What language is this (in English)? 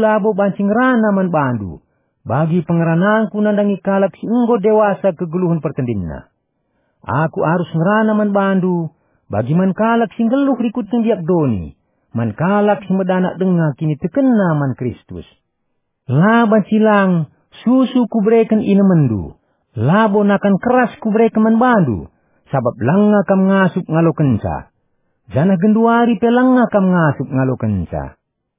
Batak Karo